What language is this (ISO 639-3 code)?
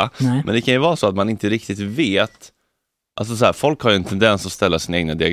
swe